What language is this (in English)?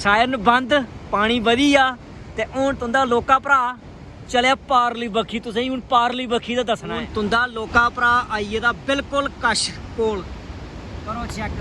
Dogri